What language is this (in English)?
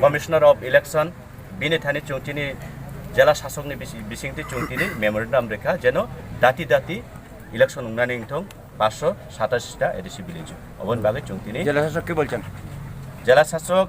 Kok Borok